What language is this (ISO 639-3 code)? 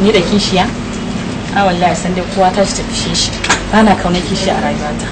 hau